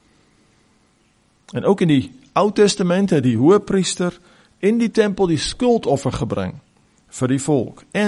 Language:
Afrikaans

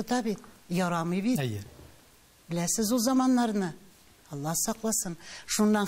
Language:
Tatar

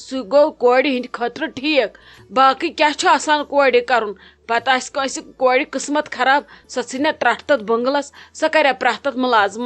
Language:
Kashmiri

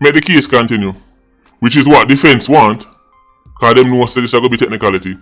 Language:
Jamaican Creole English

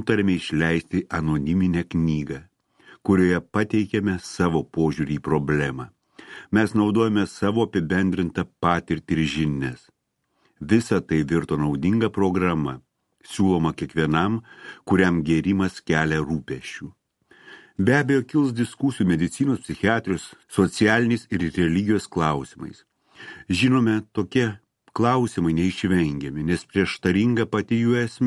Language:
Lithuanian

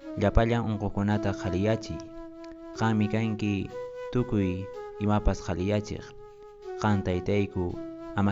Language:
Quechua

